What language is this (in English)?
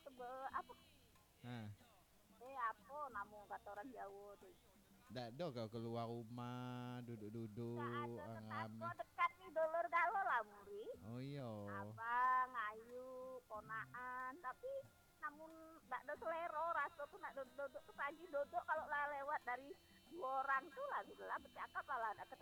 Minangkabau